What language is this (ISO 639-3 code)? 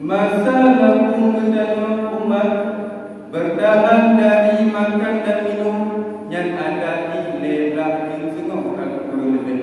ace